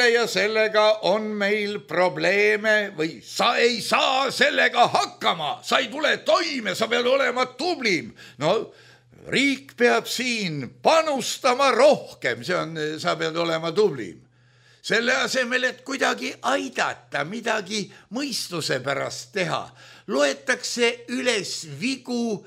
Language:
Estonian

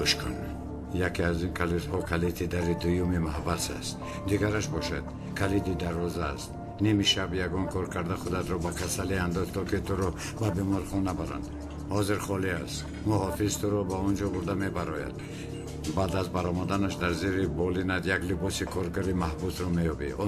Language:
Tajik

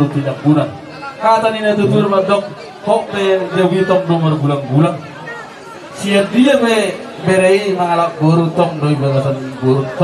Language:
Batak Toba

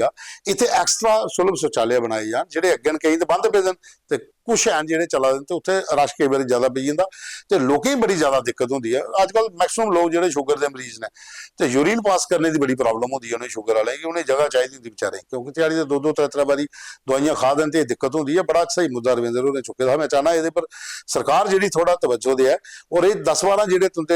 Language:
Dogri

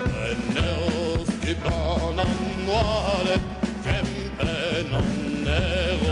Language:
Breton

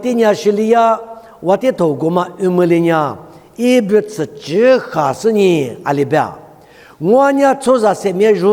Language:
Lisu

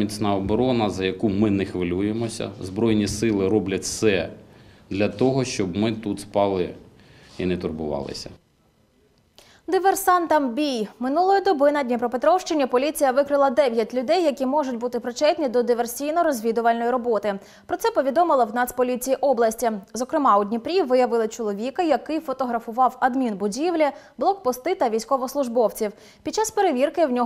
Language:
Ukrainian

